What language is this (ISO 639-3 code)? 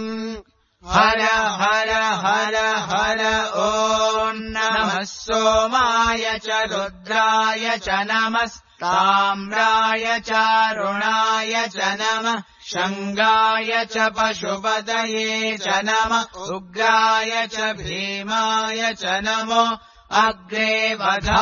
san